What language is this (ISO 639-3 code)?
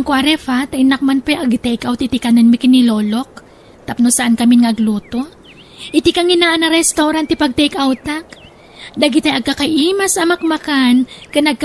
ilo